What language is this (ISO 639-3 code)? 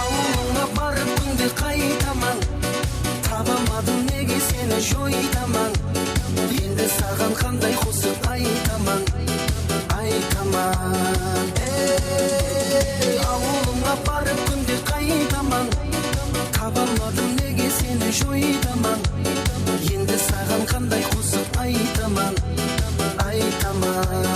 kaa